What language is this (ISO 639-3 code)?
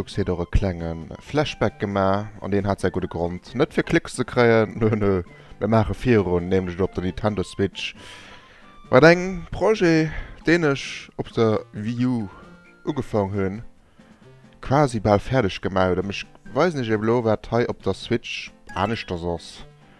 ltz